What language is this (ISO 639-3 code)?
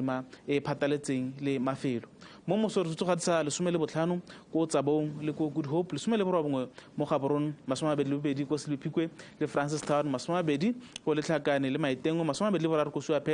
tsn